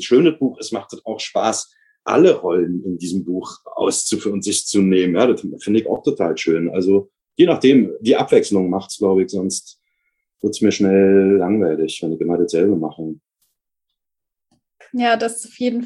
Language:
German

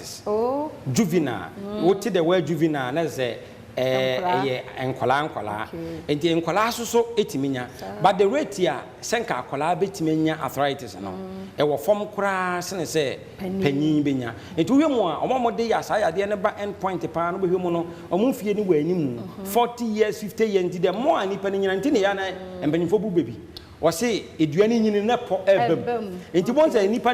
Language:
Akan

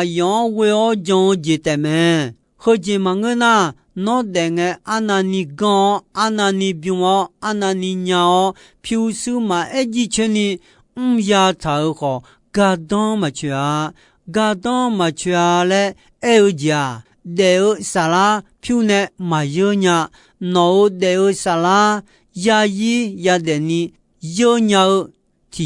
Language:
Akha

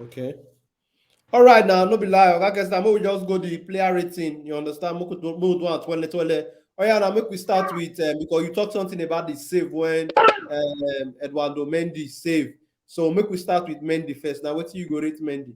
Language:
Nigerian Pidgin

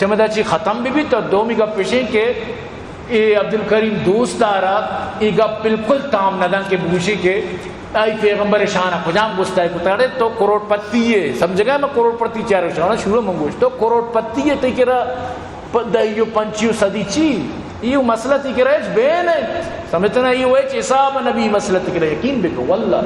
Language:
Eastern Balochi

